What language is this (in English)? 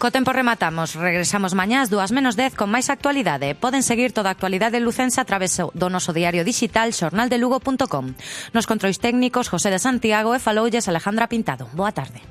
Galician